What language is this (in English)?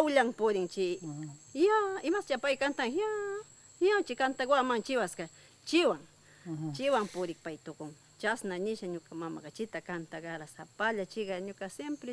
Northern Pastaza Quichua